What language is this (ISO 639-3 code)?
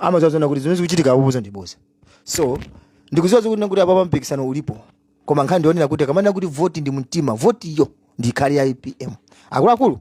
nya